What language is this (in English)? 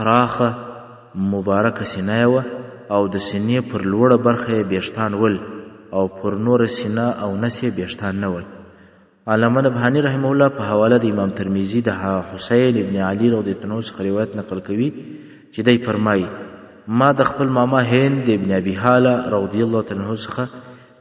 Pashto